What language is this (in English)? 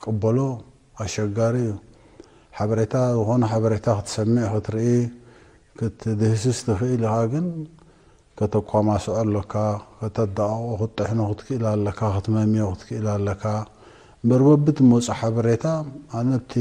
Tigrinya